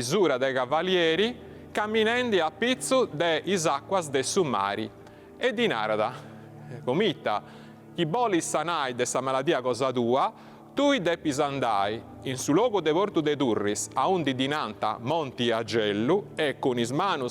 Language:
Sardinian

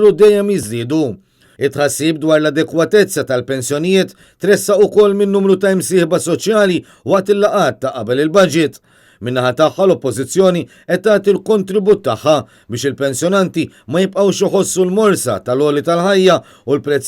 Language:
Maltese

